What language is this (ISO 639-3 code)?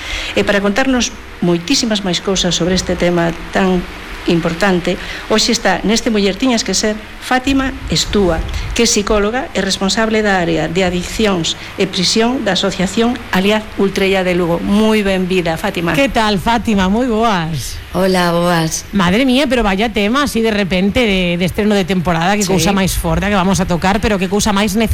glg